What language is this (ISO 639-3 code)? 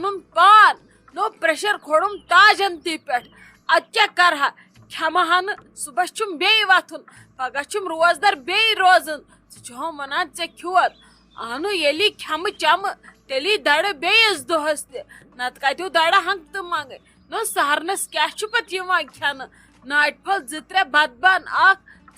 kas